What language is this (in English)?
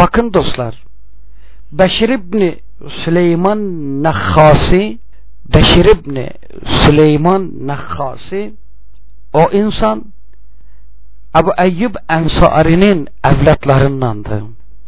Turkish